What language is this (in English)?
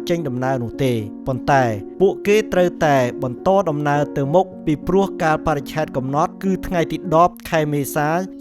Khmer